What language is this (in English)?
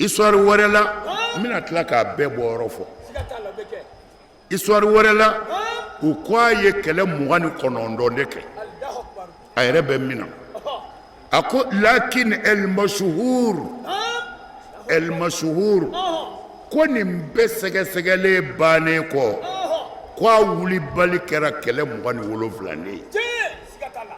Bambara